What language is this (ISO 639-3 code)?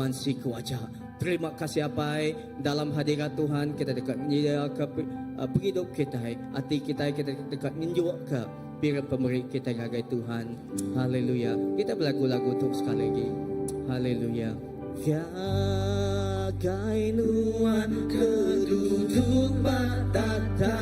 iba